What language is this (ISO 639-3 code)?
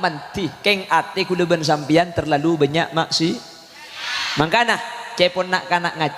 mad